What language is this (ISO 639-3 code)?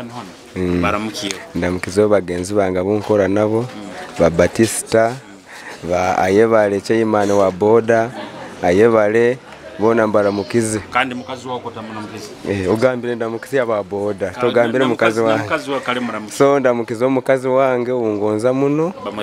nyo